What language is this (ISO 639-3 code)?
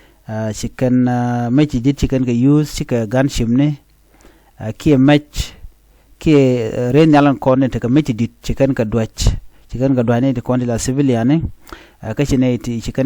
nus